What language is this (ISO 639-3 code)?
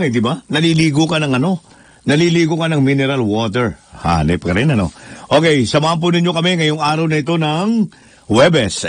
fil